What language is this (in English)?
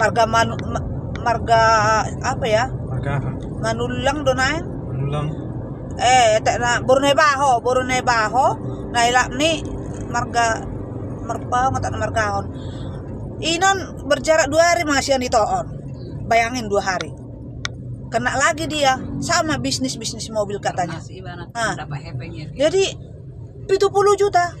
Batak Toba